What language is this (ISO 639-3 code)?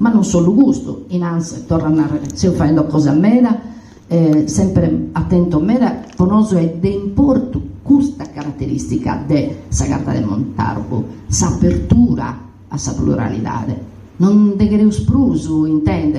srd